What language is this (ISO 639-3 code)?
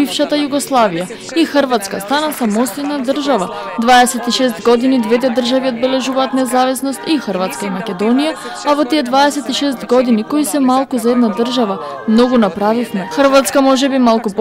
mkd